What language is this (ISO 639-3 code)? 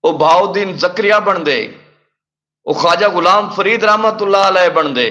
skr